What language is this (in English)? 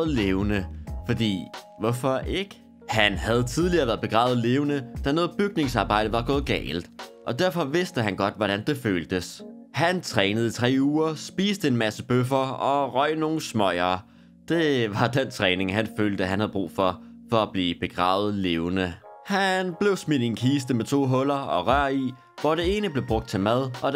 Danish